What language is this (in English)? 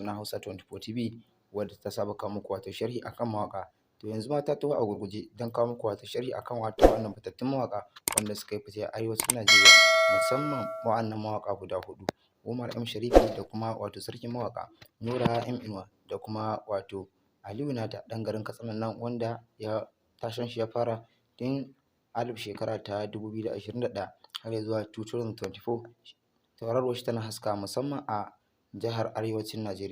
Hausa